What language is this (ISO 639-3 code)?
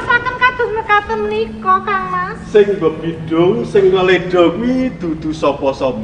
jav